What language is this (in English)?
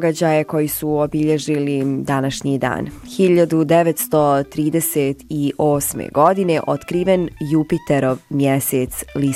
Bosnian